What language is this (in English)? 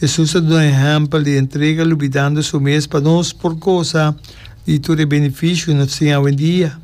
Papiamento